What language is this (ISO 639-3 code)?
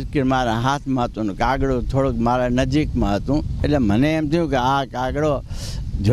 guj